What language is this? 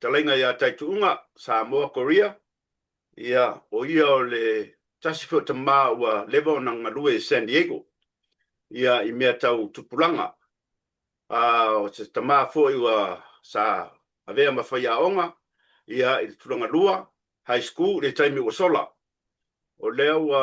Samoan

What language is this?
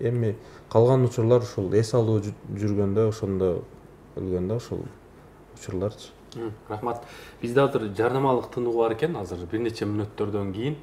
Kyrgyz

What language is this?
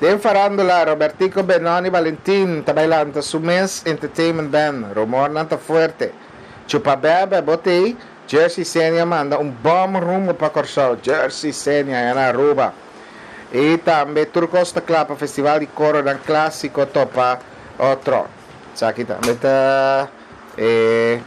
Papiamento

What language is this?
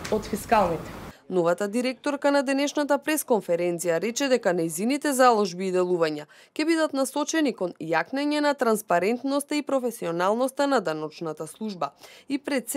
Macedonian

